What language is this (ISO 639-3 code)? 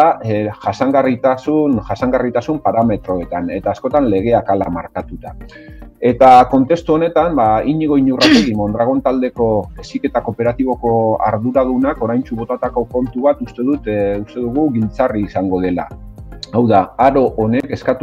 eus